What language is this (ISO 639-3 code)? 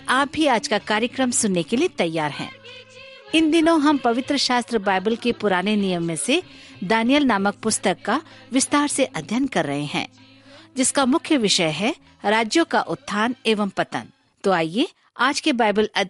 hin